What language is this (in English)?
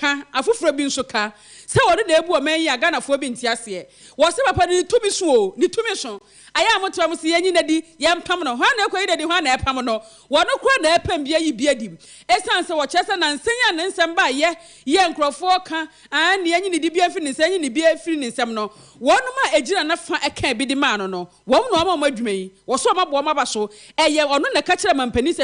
Akan